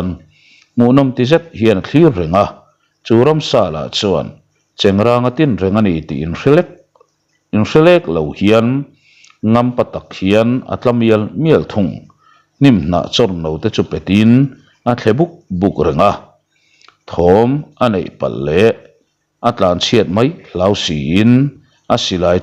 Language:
Mizo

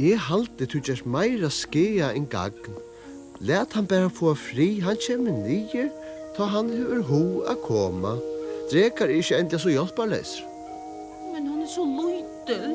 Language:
Faroese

